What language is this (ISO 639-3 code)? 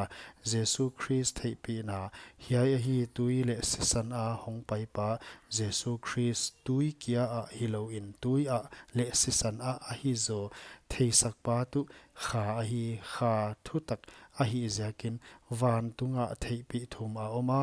pck